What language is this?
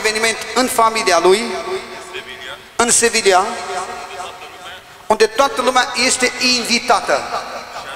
Romanian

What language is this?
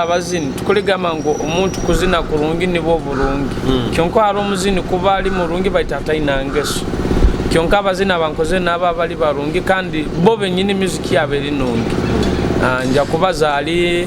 Nyoro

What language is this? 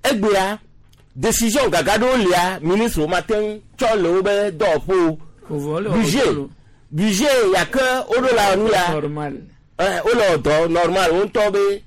Gen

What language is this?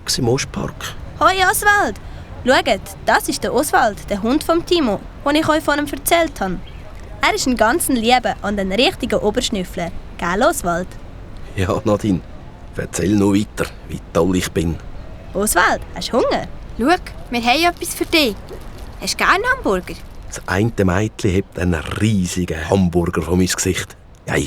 Swiss German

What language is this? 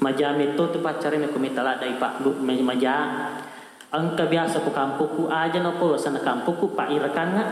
Buginese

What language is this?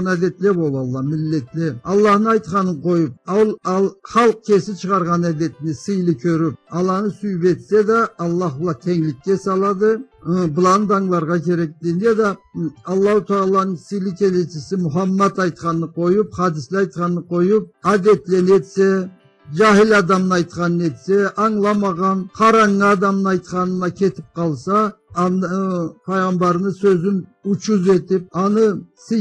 Karachay-Balkar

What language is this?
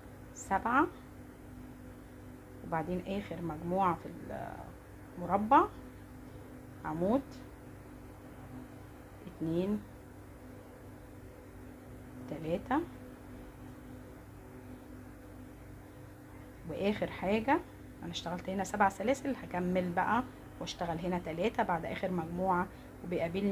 Egyptian Arabic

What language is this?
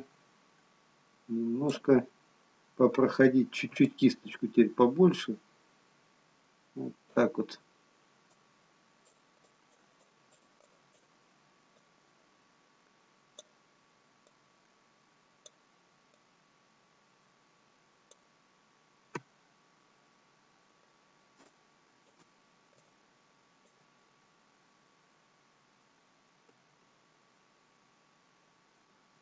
Russian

